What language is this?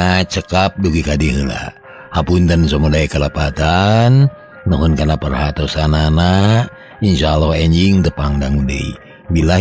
Sundanese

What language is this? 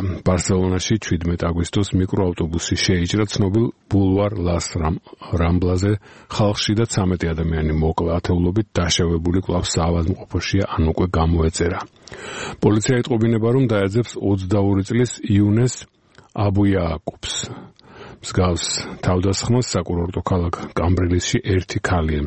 Georgian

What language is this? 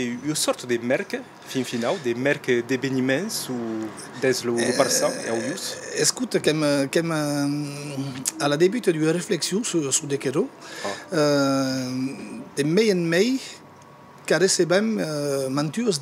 Occitan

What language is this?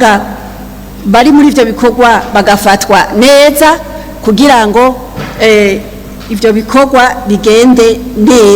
Rundi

